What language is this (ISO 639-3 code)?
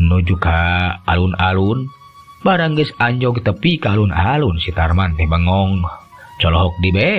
sun